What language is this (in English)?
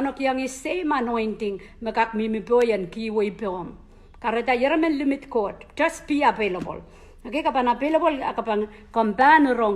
Pohnpeian